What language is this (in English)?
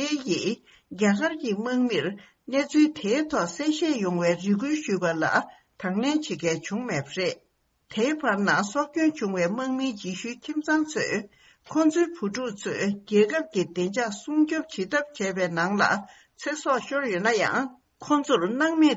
Tibetan